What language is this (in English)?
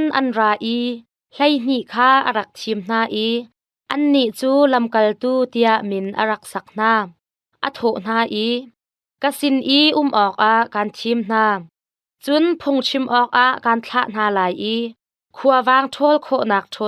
Hakha Chin